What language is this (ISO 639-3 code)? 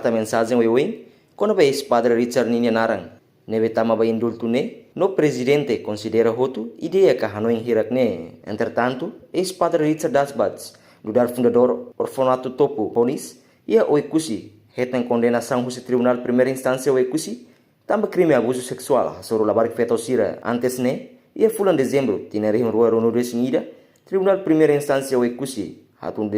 tet